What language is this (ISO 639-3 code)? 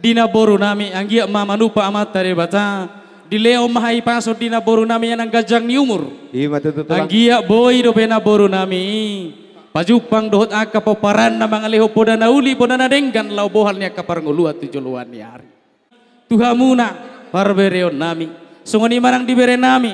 bbc